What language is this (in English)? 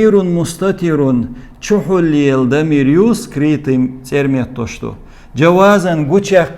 Chechen